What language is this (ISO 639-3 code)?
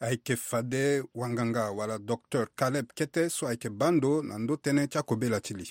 sag